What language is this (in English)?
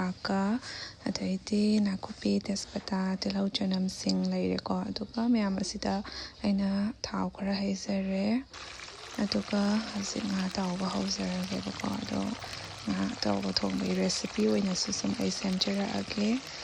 Manipuri